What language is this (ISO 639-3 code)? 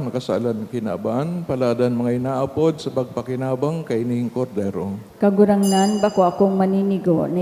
bik